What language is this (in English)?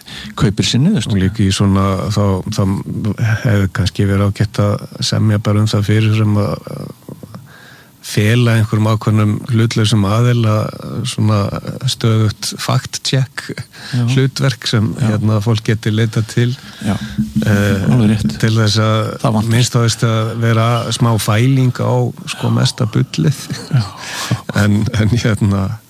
Icelandic